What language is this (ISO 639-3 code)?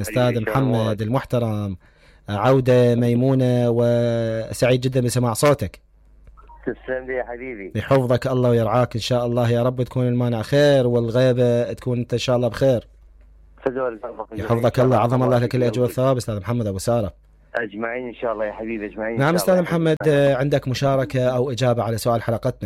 acm